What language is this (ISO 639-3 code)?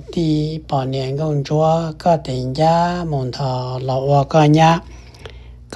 hmn